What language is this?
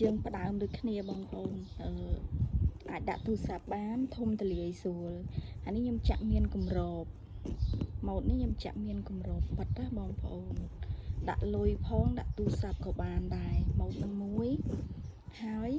Khmer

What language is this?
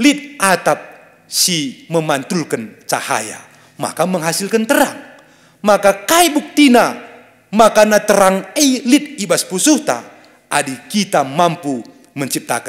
Batak Karo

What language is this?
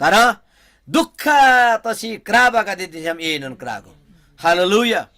Eastern Tamang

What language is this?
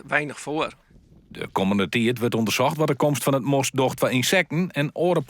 Western Frisian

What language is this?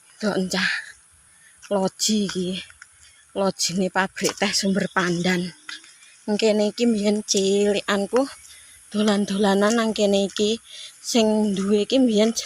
Javanese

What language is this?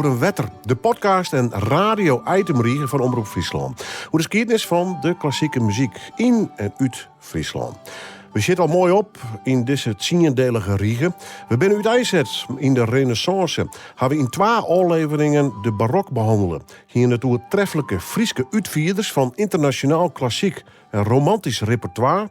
Western Frisian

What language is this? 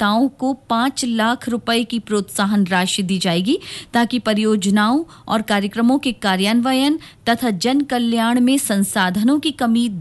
Hindi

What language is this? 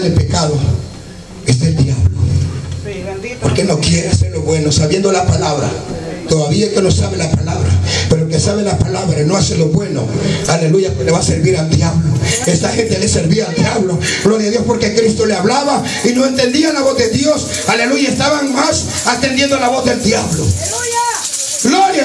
Spanish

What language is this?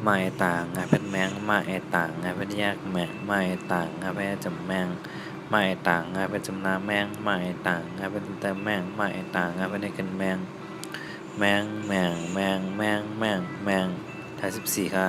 Shan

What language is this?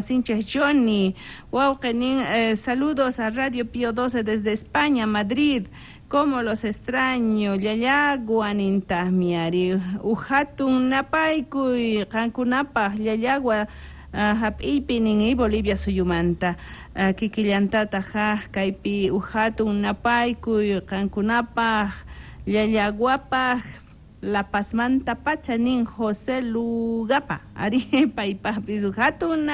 South Bolivian Quechua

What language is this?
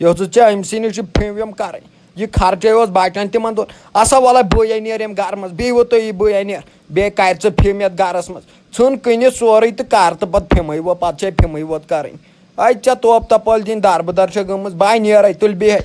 Kashmiri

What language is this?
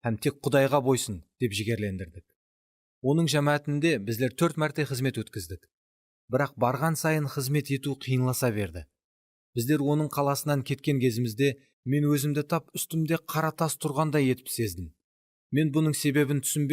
Kara-Kalpak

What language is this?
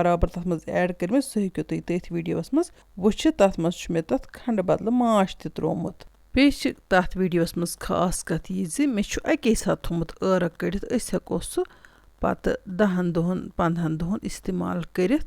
Kashmiri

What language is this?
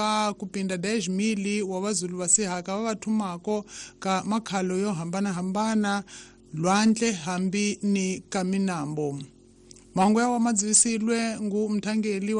Tsonga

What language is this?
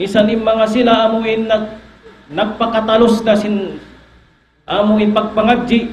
Tausug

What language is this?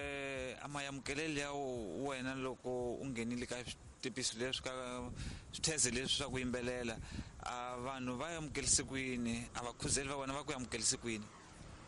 Tsonga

